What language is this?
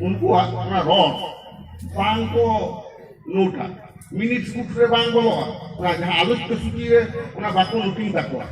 Santali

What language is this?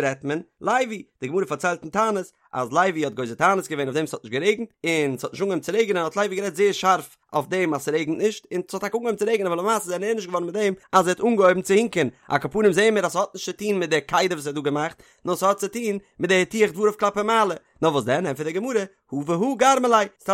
Yiddish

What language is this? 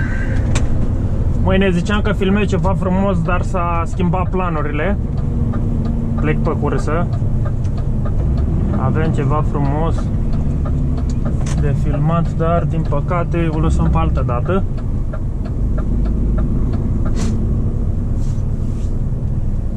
Romanian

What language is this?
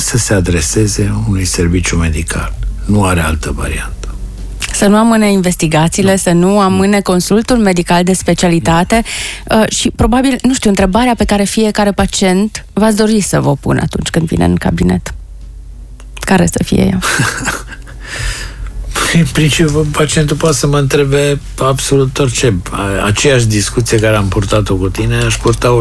Romanian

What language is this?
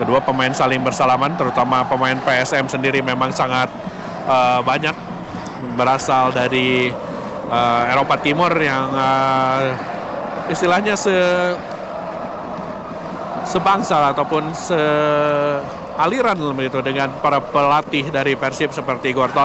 Indonesian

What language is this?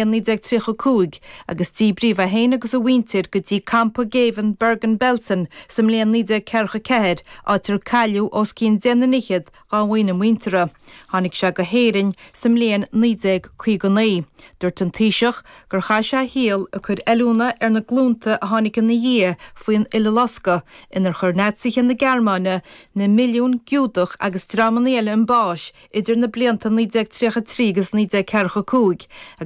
Irish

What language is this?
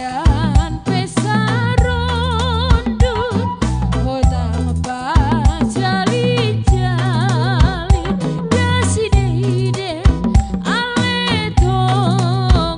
Batak Simalungun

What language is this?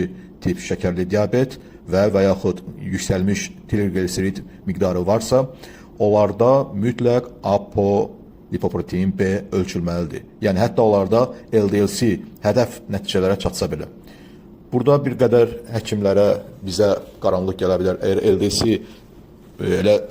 Azerbaijani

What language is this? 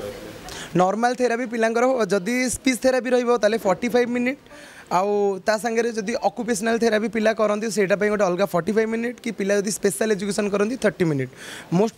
Odia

